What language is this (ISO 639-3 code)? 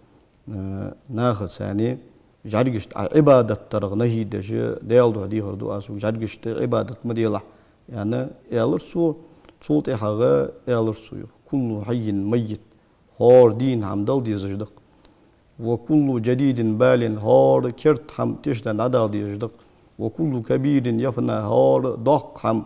inh